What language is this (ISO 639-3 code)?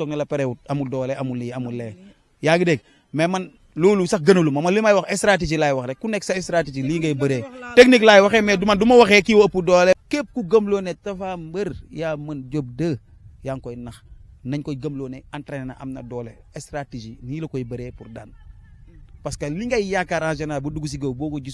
wol